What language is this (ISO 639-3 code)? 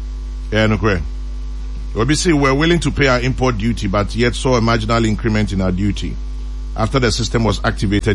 aka